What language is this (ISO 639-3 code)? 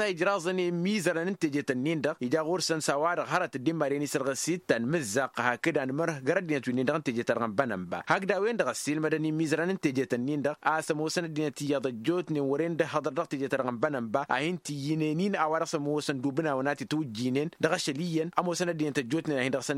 taq